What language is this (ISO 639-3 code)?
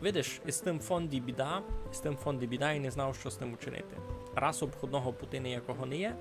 rue